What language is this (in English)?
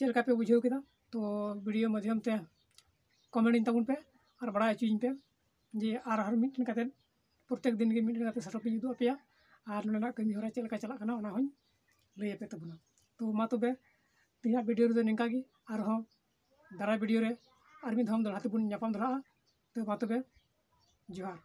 Santali